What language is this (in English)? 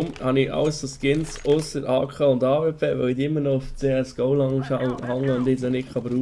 Swiss German